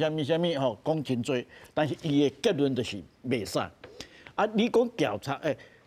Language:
Min Nan Chinese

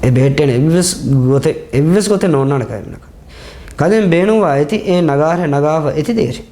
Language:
Divehi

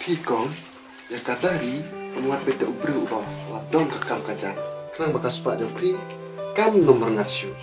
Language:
Khasi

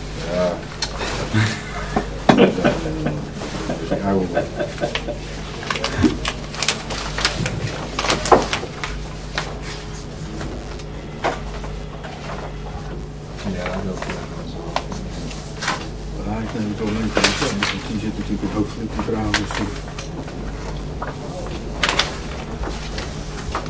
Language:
Dutch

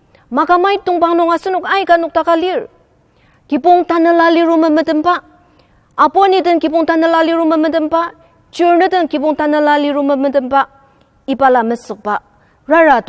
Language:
Ao Naga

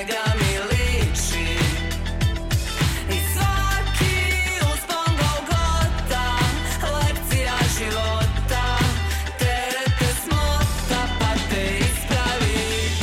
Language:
Serbian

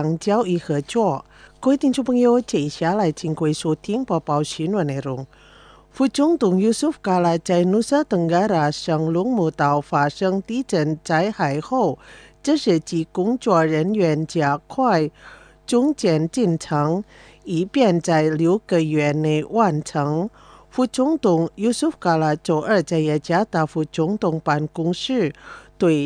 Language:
Chinese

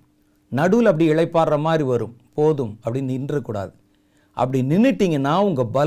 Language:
Tamil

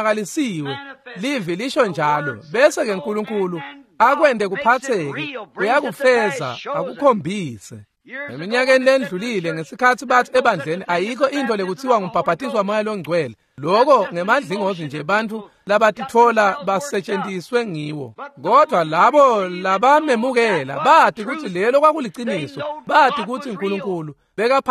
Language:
Swati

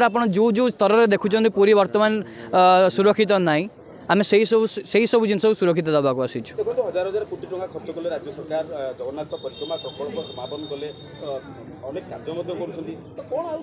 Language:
Odia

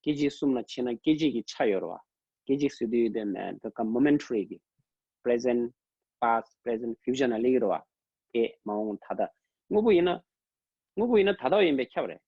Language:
Tibetan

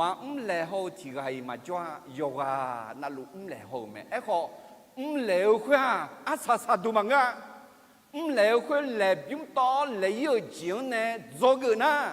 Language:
Akha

